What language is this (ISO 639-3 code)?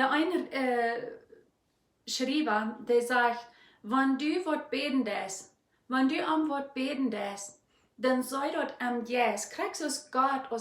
pdt